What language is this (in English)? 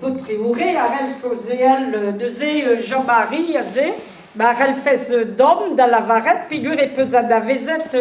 Breton